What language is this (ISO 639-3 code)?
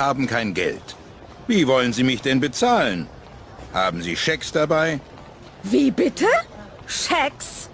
deu